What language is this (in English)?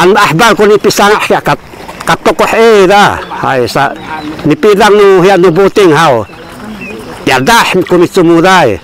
Sakizaya